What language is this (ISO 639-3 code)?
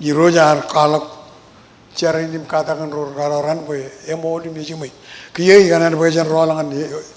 mah